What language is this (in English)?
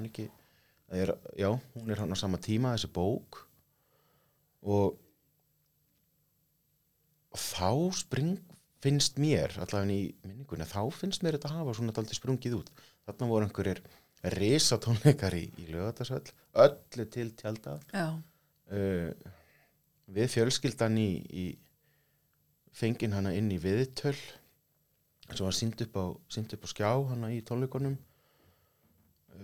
Icelandic